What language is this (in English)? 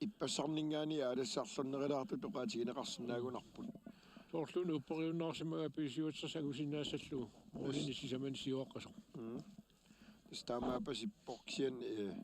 Kalaallisut